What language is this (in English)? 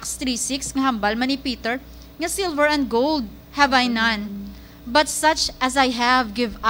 Hiligaynon